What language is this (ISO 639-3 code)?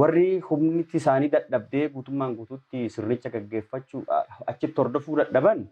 orm